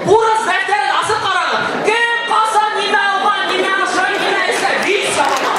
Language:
Bashkir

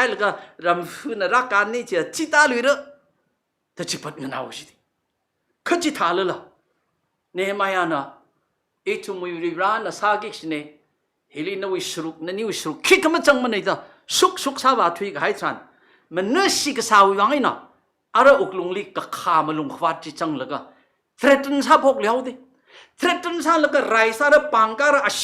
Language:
Tangkhul Naga (India)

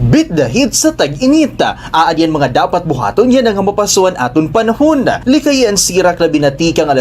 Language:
Waray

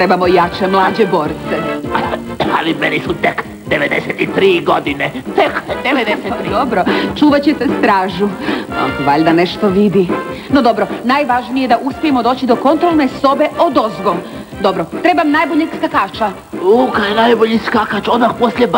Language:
Croatian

